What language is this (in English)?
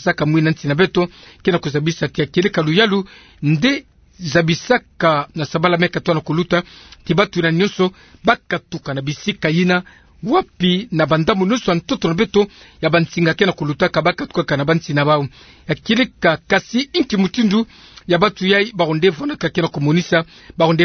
Kituba (Democratic Republic of Congo)